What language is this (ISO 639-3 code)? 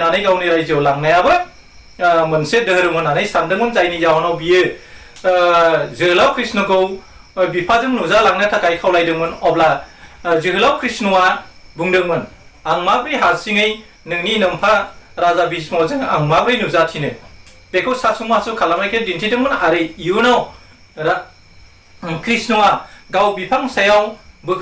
brx